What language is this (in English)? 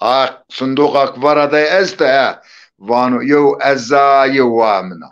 Zaza